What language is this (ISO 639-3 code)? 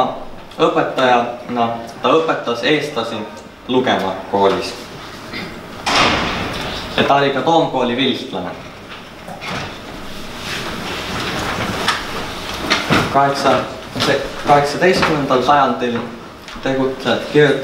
est